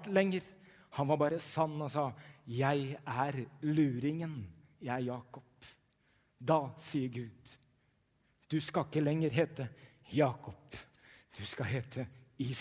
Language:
Norwegian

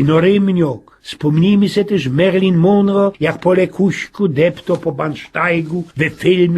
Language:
Silesian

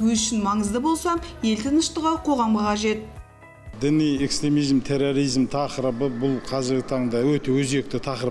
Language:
Kazakh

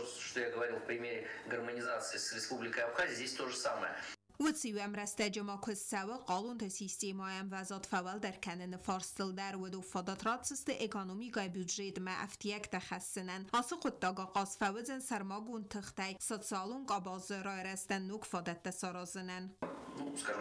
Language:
Ossetic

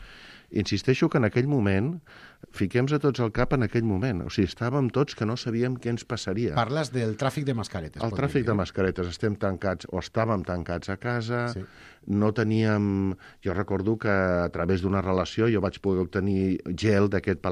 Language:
Catalan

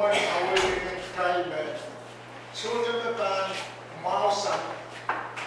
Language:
Pohnpeian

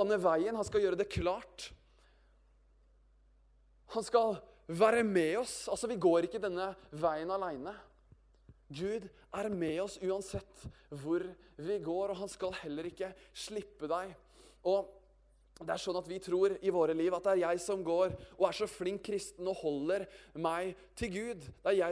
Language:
Norwegian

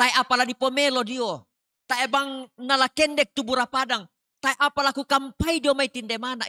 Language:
Toraja-Sa'dan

